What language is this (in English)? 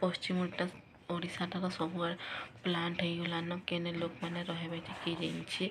Odia